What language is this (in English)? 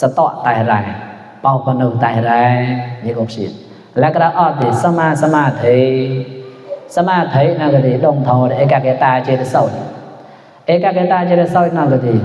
Mon